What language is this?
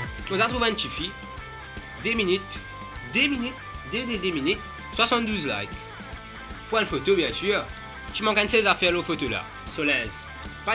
Morisyen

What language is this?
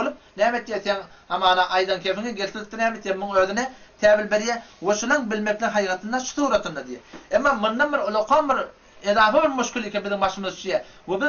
Turkmen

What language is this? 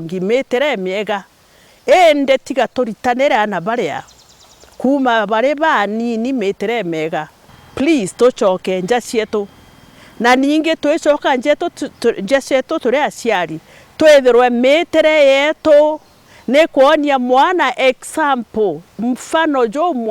Meru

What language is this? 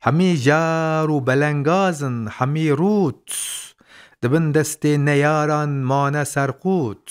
Kurdish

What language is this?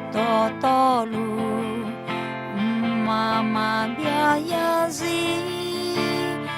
Akha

